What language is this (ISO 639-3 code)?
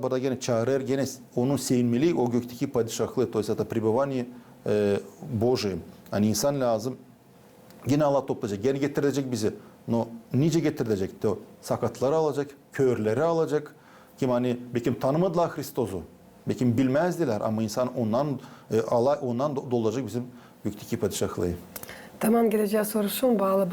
gag